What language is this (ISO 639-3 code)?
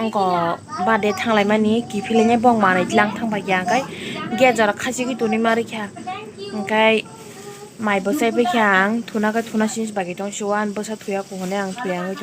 trp